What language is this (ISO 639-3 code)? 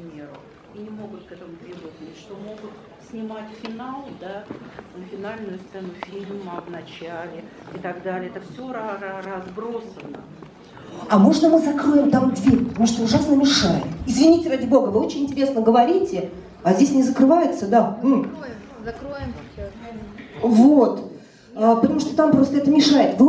rus